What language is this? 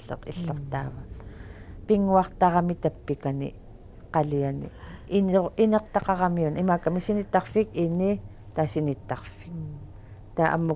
Kalaallisut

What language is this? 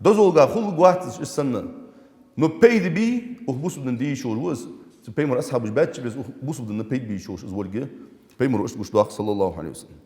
Ingush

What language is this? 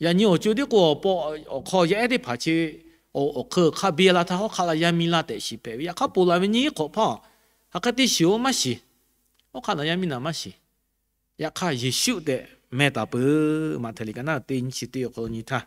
Lahu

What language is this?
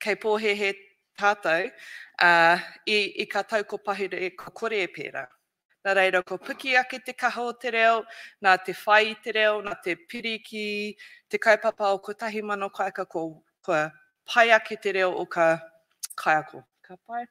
Māori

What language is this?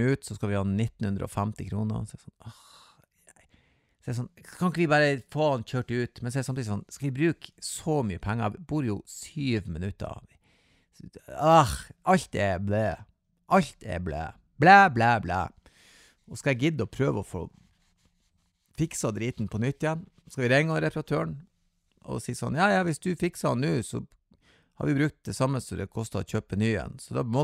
Norwegian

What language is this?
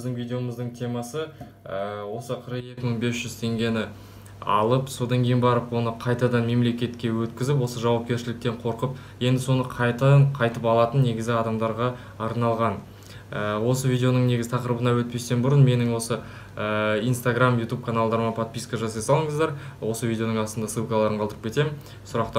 Kazakh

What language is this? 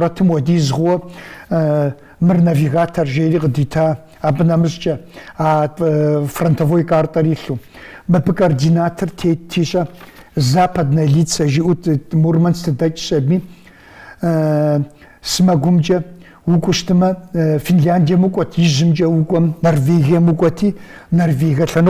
Kabardian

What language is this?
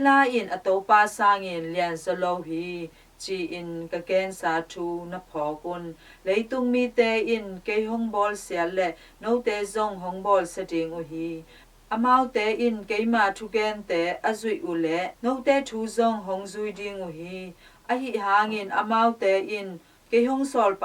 Tedim Chin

